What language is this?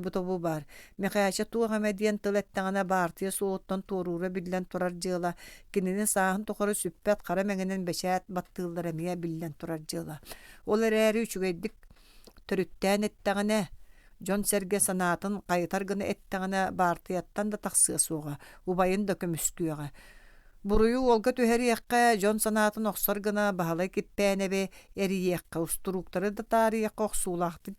Yakut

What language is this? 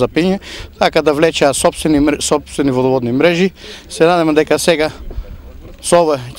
Macedonian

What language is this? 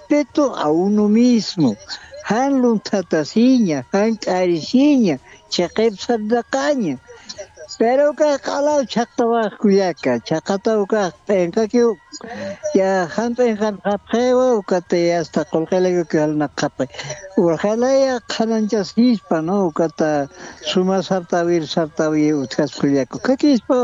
Aymara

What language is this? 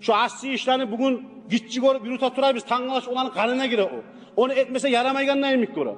Kumyk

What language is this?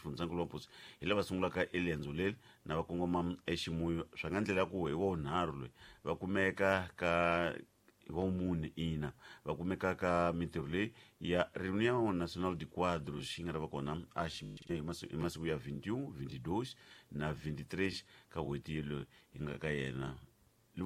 Tsonga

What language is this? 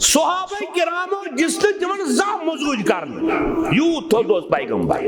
Kashmiri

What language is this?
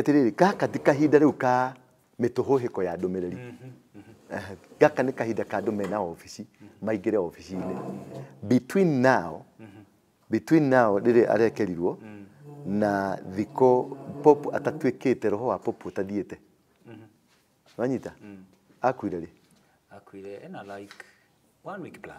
Kikuyu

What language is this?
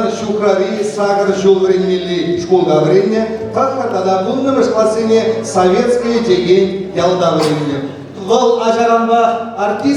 Chuvash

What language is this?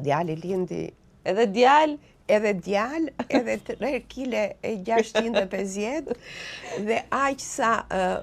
Albanian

